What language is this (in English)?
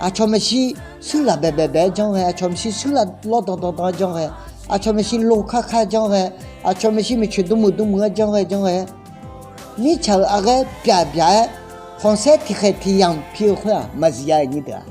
Akha